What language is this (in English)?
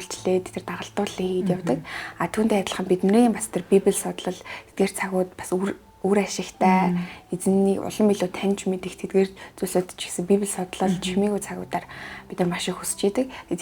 Mongolian